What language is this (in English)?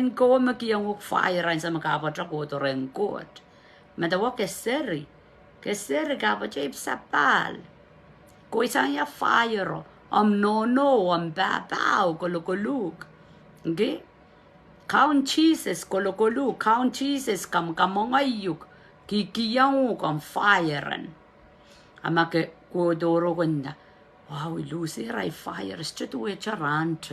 Pohnpeian